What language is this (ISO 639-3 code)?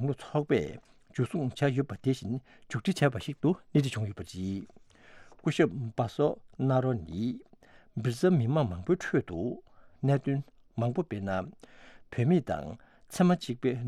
bod